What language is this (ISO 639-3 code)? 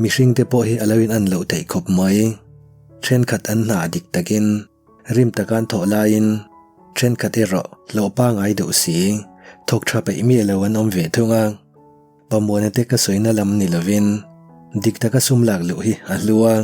lus